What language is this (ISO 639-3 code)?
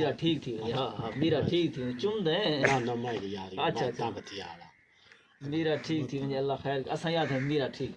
skr